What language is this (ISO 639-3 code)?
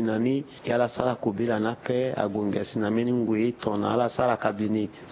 sag